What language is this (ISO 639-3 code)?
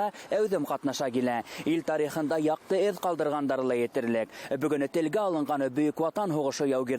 bak